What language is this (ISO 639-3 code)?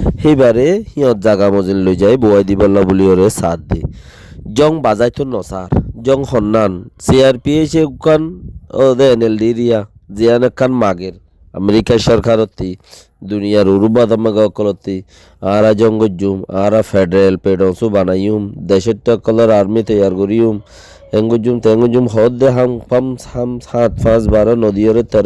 rhg